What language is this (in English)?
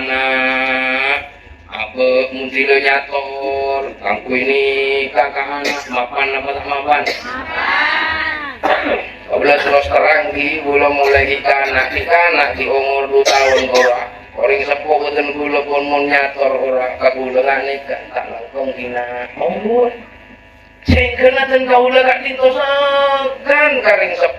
Madurese